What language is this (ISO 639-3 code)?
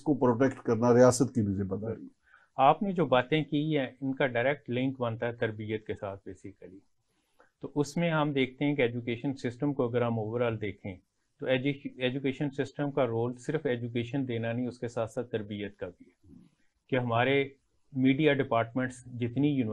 urd